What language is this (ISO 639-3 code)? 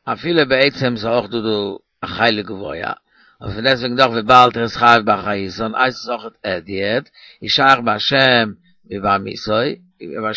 yid